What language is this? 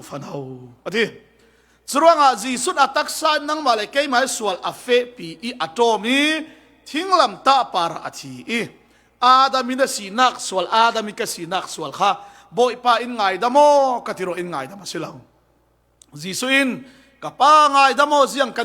Falam Chin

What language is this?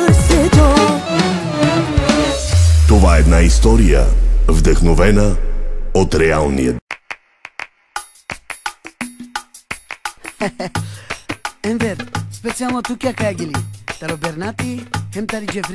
Bulgarian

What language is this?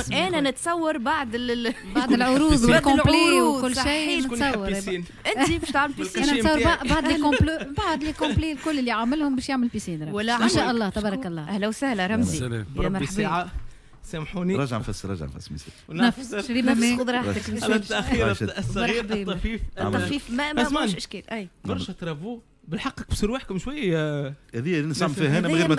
Tunisian Arabic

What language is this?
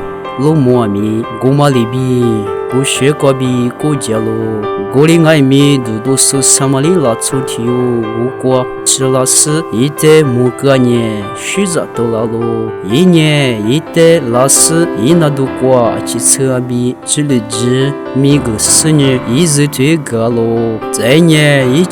Lisu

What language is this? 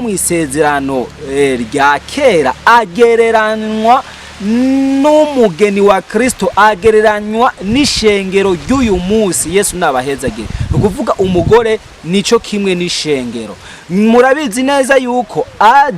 Rundi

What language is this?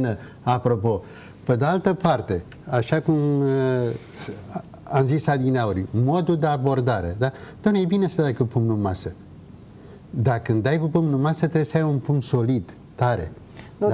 Romanian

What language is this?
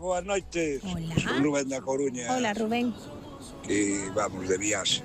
Galician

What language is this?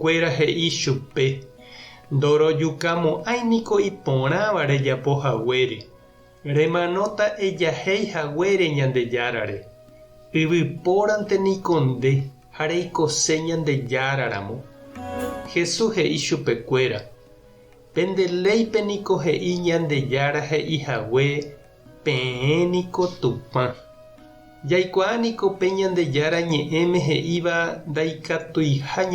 Guarani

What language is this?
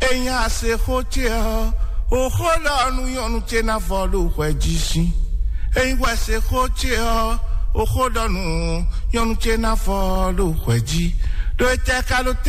Fon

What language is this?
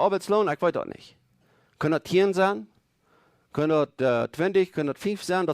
Plautdietsch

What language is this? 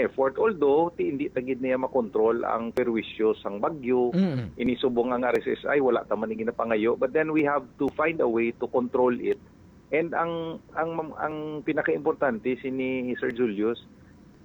Hiligaynon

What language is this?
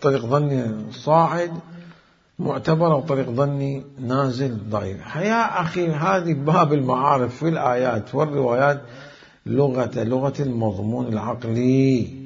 Mesopotamian Arabic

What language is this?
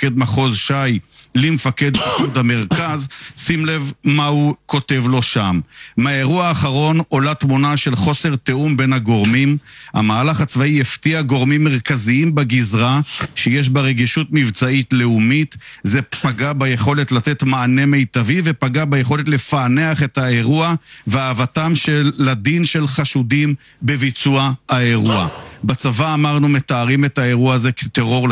Hebrew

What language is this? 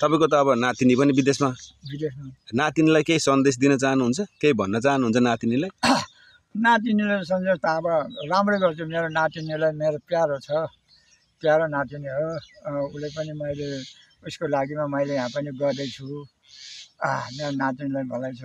Nepali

